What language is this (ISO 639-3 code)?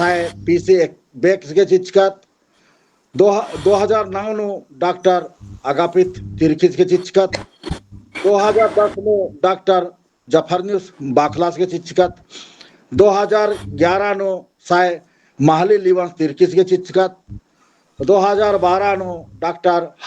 kru